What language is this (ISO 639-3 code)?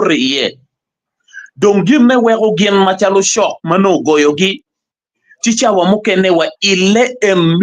ach